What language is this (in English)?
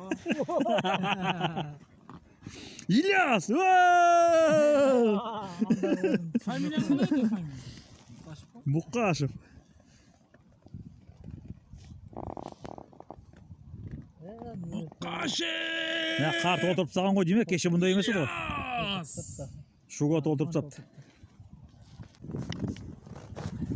Kazakh